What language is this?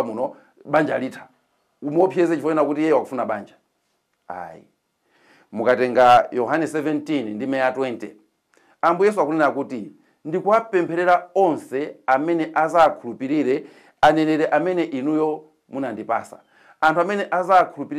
Nyanja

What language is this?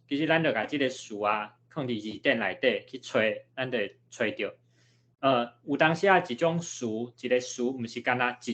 Min Nan Chinese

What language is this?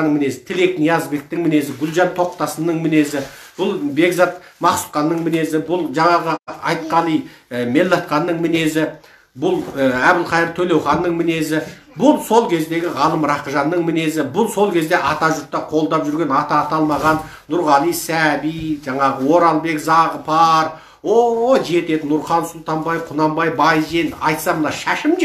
Kazakh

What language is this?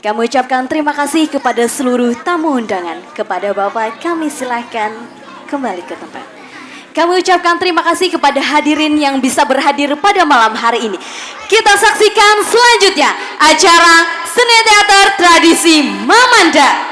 Banjar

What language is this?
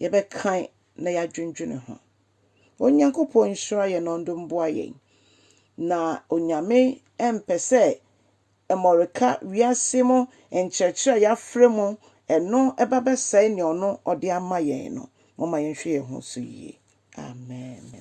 Akan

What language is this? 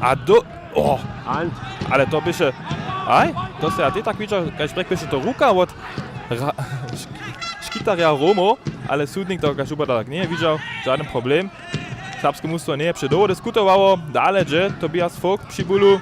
Upper Sorbian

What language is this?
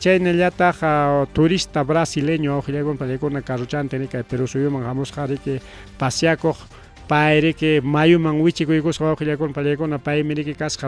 Ayacucho Quechua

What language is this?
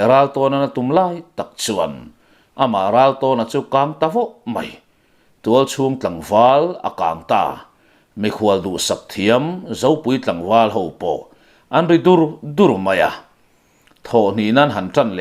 Mizo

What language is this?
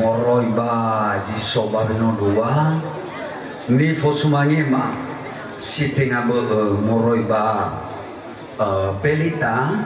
Nias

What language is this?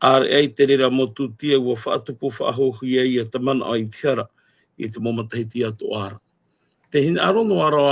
Tahitian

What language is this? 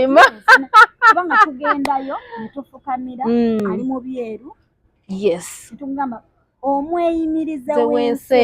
Ganda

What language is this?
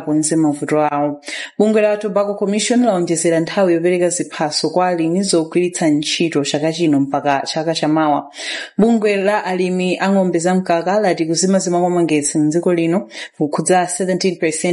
Nyanja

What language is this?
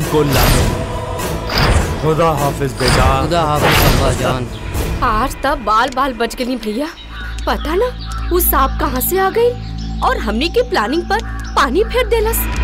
Bhojpuri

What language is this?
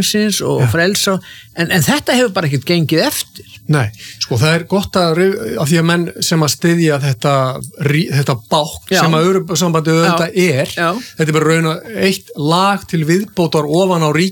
Icelandic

